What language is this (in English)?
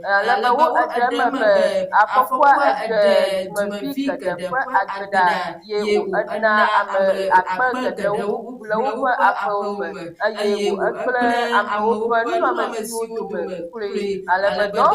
Ewe